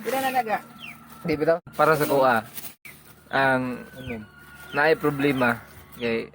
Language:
Cebuano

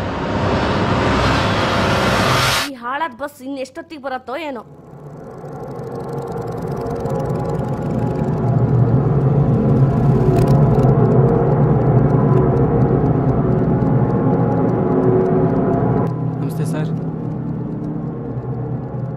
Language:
Kannada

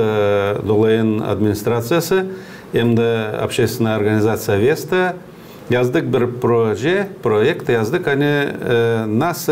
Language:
Gagauz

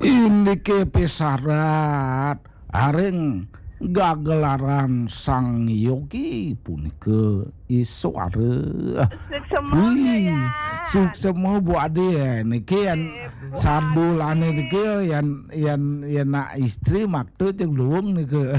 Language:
Balinese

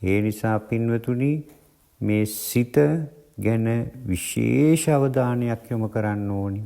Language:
Sinhala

